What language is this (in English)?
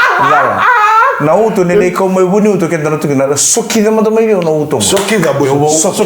Fijian